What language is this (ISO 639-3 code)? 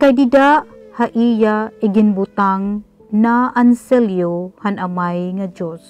war